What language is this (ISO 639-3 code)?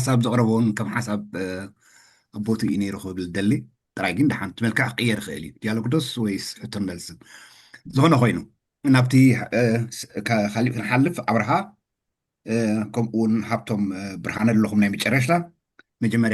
tir